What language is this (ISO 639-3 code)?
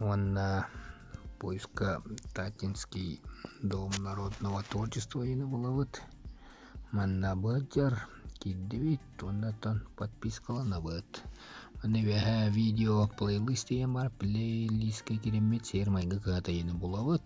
sah